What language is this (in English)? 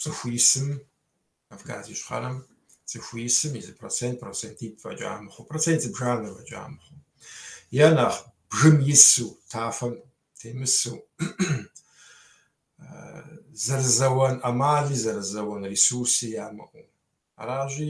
Kabardian